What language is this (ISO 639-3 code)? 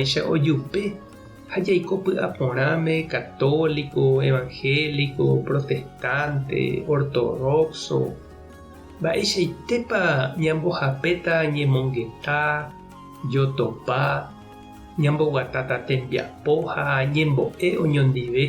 grn